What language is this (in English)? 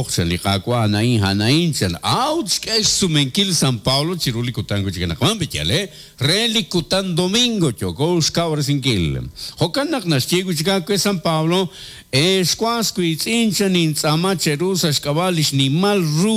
Kekchí